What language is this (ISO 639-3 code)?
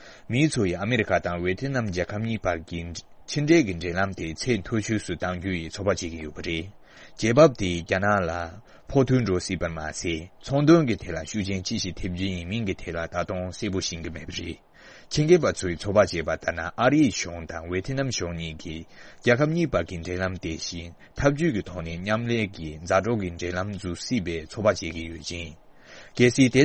bod